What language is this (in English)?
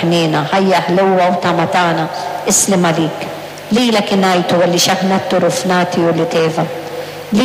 Maltese